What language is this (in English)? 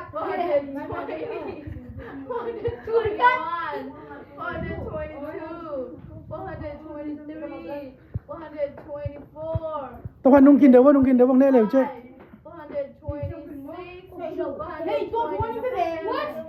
Tedim Chin